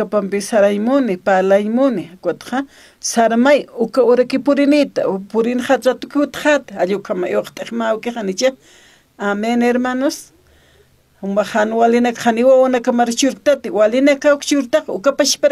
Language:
Aymara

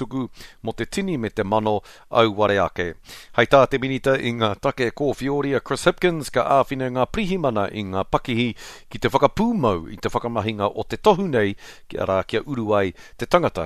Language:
Māori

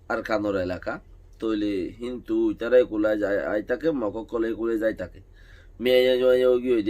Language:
Rohingya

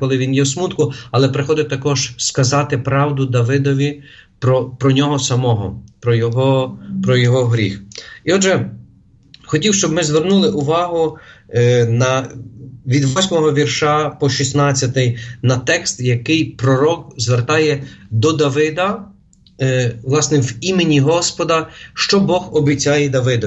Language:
Ukrainian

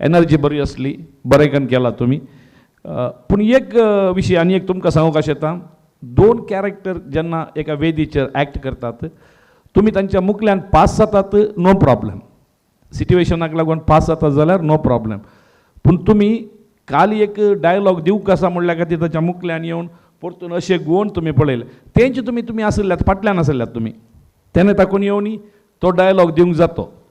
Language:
Konkani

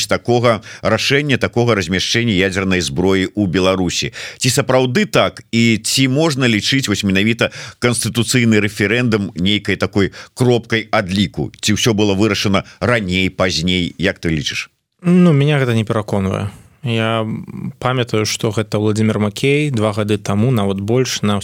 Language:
Belarusian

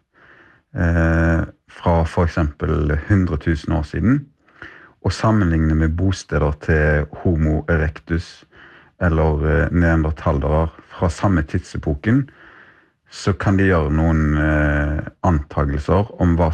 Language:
Norwegian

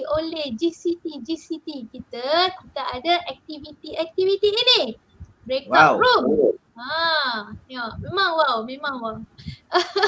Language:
Malay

